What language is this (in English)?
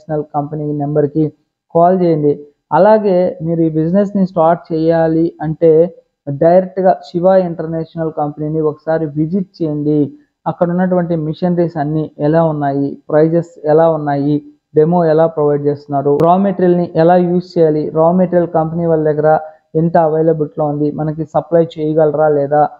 Telugu